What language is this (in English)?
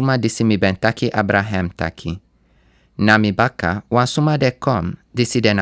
Sranan Tongo